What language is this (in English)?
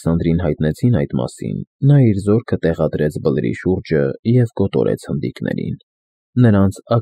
Armenian